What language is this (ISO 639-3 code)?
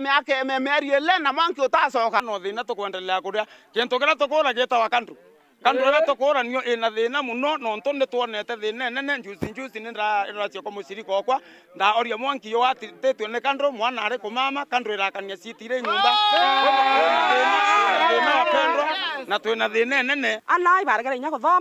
mer